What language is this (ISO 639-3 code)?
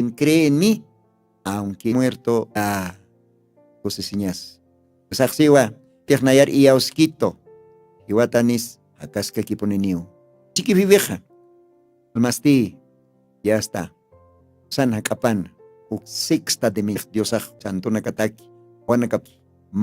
aym